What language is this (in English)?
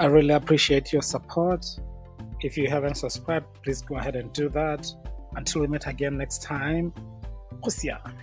Tswana